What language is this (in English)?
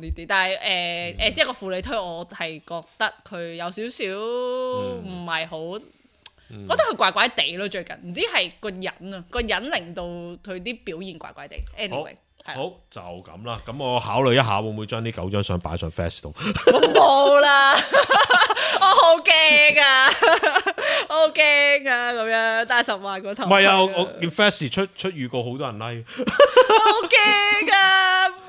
Cantonese